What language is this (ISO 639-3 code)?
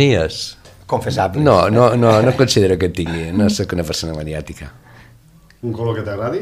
cat